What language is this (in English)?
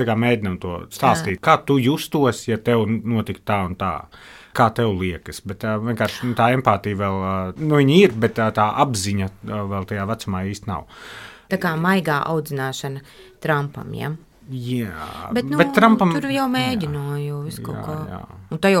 Latvian